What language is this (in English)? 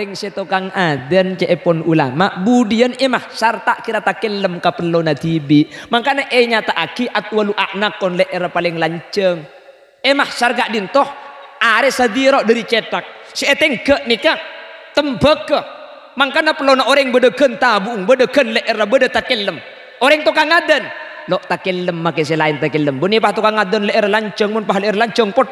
Madurese